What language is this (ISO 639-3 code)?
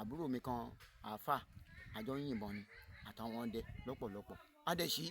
yor